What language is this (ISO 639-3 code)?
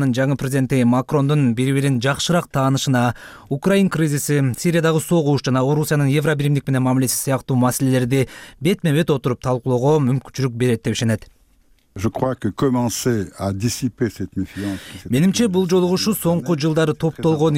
kir